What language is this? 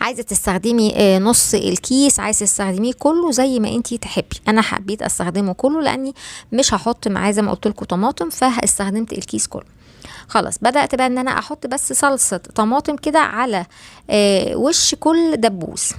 Egyptian Arabic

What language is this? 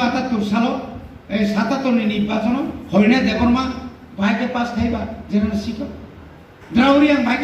Kok Borok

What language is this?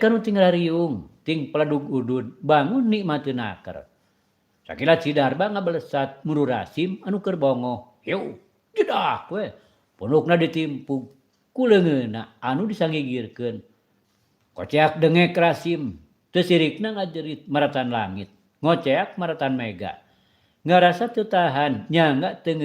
Sundanese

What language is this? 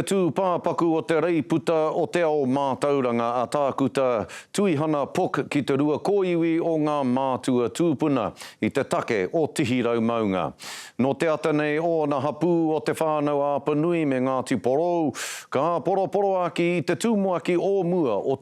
Māori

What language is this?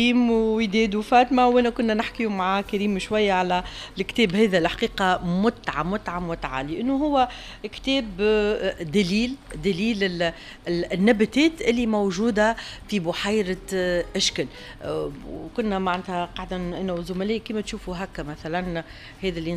Tunisian Arabic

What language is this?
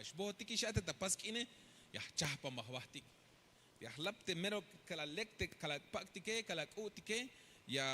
Tzeltal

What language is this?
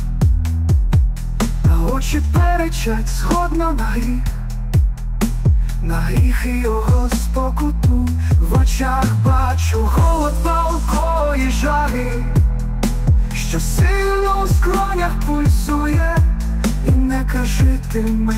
Ukrainian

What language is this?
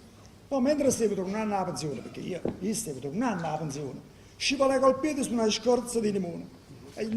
Neapolitan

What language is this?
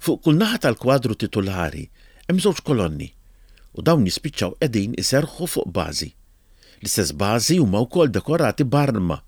Maltese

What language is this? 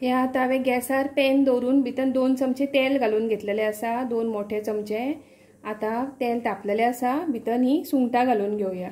Konkani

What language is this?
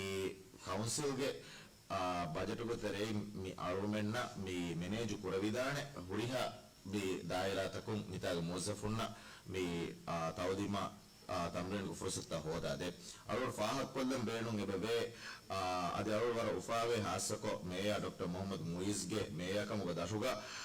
Divehi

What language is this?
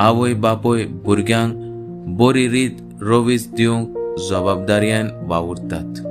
Konkani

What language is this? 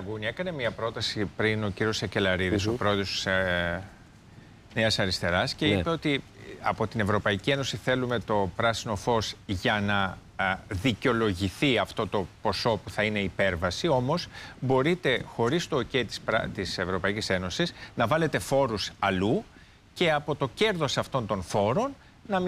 Greek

